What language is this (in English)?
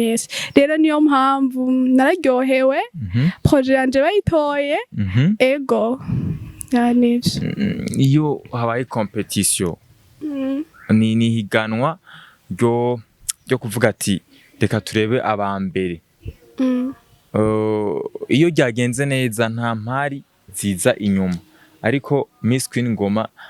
Rundi